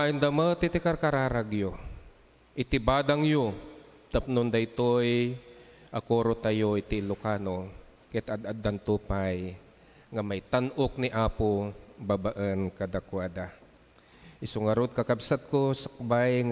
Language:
Iloko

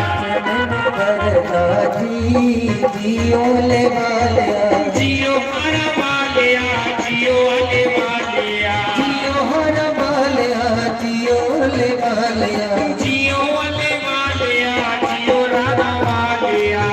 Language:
Dogri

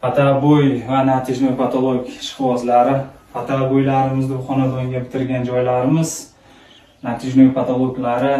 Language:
Uzbek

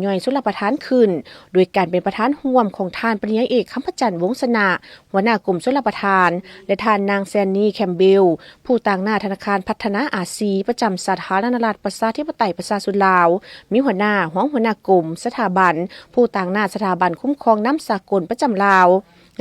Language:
Lao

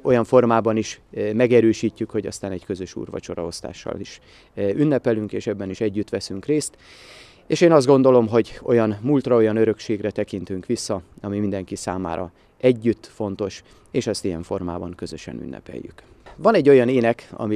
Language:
Hungarian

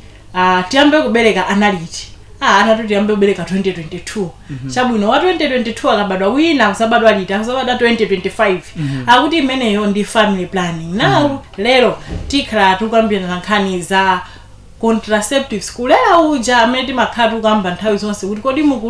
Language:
Nyanja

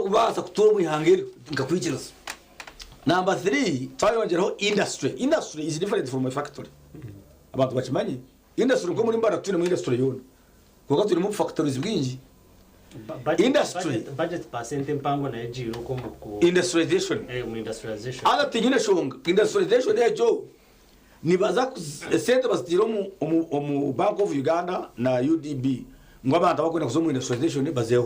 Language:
Nyankole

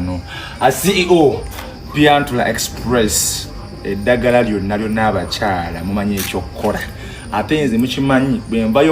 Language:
Ganda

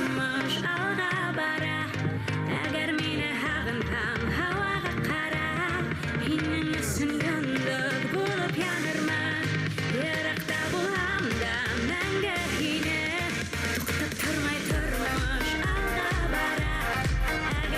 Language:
Bashkir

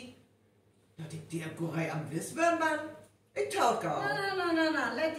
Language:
Northern Frisian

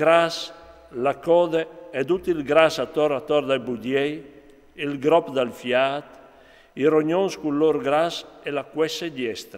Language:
Friulian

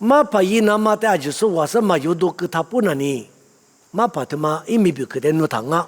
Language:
Lisu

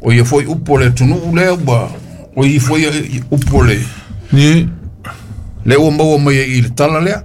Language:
Samoan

